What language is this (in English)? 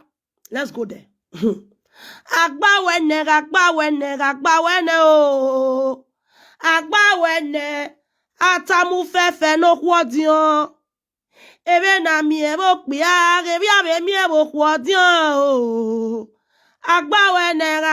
Nigerian Pidgin